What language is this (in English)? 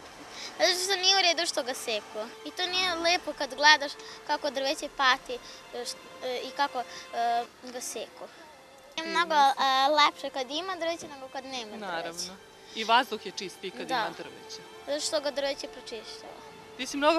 Serbian